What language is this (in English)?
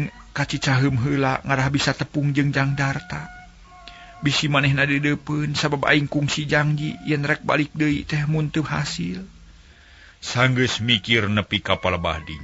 Sundanese